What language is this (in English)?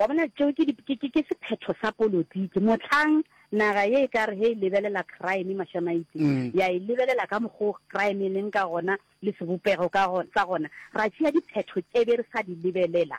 Northern Sotho